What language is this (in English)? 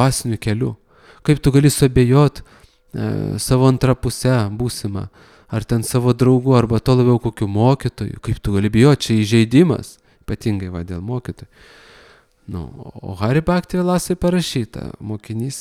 Lithuanian